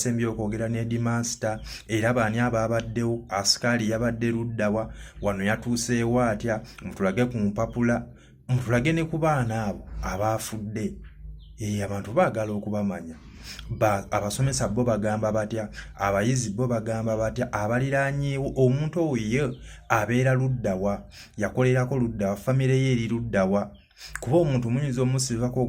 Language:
Ganda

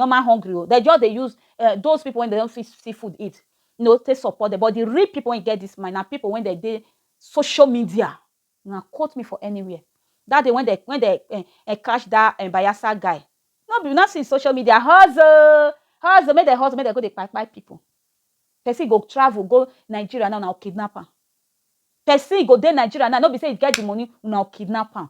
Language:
Nigerian Pidgin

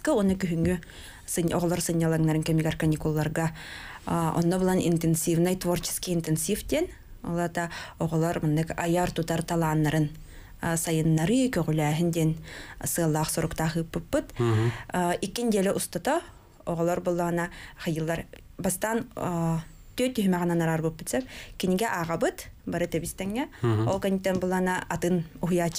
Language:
Yakut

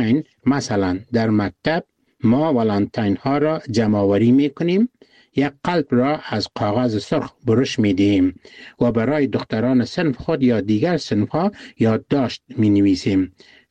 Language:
Persian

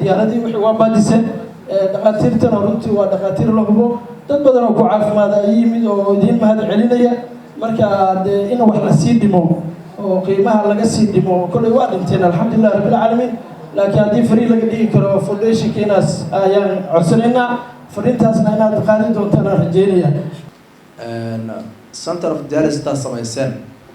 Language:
Somali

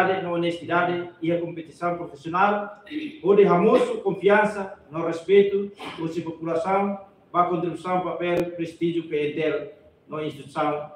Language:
Tetum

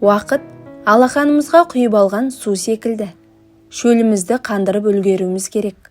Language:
Kazakh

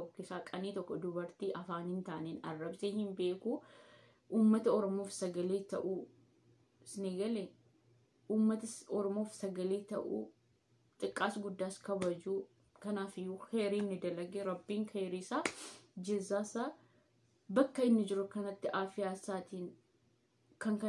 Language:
Oromo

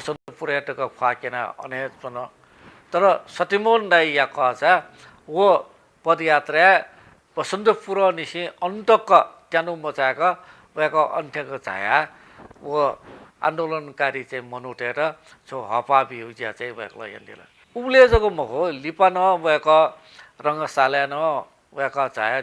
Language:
Newari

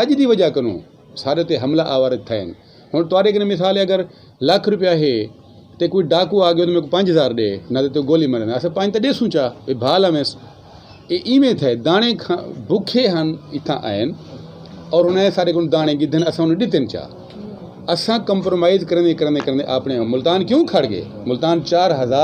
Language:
Saraiki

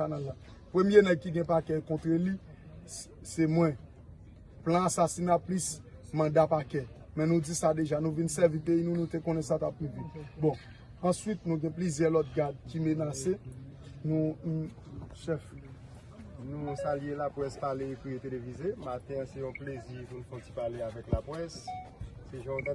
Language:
Haitian Creole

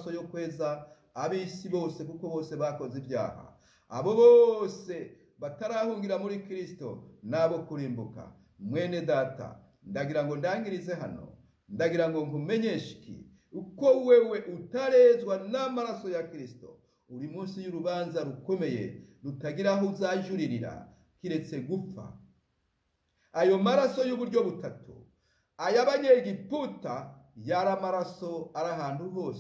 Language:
Kinyarwanda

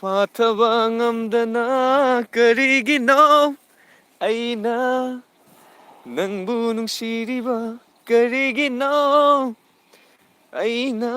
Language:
Manipuri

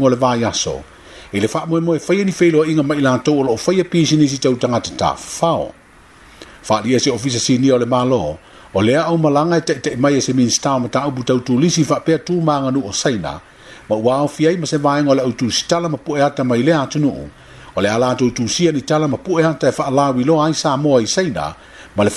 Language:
Samoan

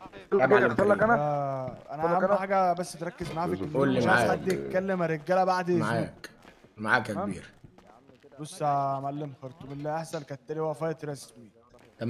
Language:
Egyptian Arabic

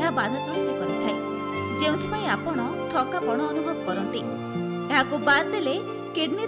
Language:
Odia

